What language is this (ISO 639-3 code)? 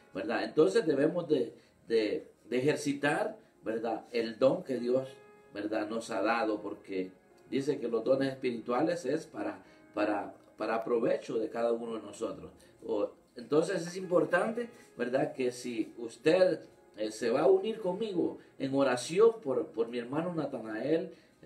spa